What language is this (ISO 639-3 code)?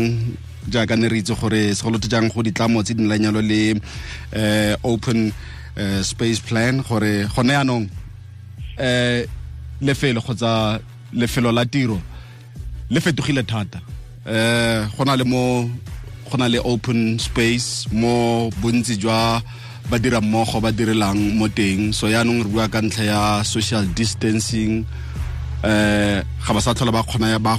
tsn